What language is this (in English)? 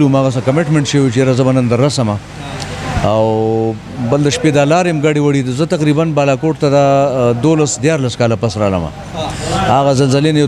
Pashto